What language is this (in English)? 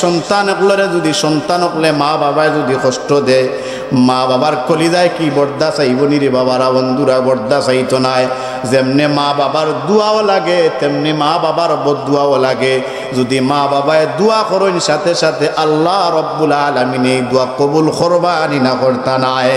Sylheti